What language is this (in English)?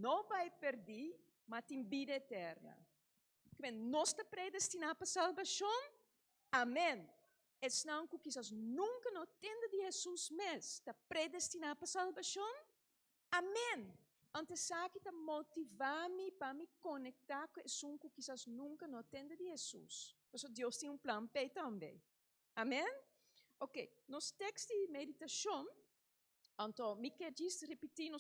Papiamento